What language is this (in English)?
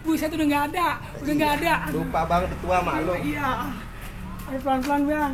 Betawi